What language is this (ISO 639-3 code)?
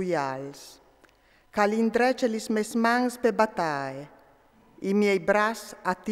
fur